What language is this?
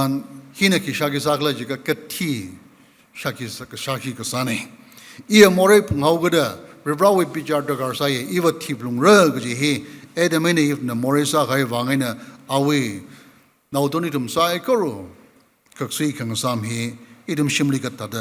Tangkhul Naga (India)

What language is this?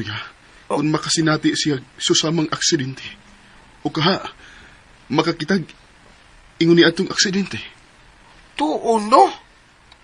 Cebuano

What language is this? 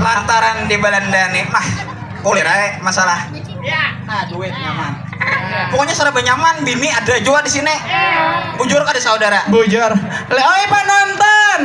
Banjar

